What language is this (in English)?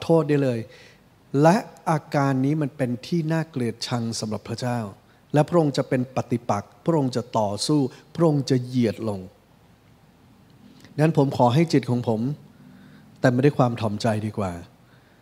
Thai